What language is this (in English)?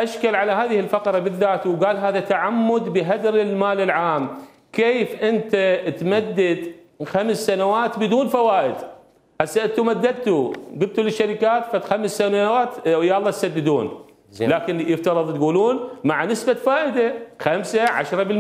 Mesopotamian Arabic